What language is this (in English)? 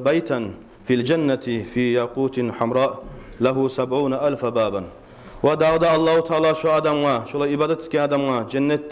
Kumyk